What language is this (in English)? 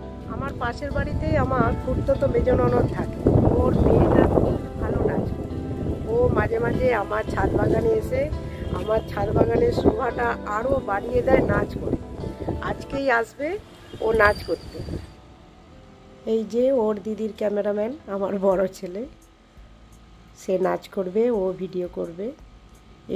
Bangla